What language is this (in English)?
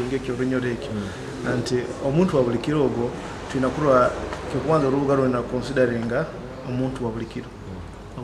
Nyoro